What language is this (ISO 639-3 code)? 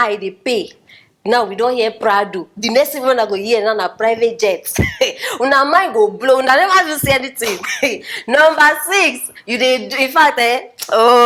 pcm